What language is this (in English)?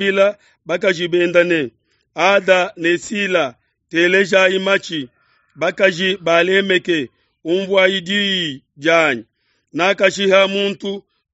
Luba-Lulua